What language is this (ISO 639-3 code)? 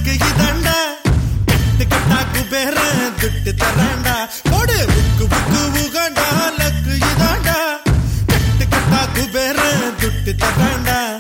tam